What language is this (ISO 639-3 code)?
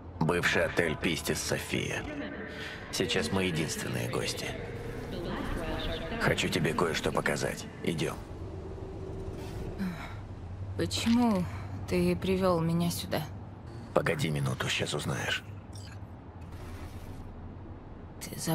rus